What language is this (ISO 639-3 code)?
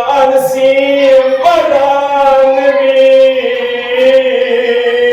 kas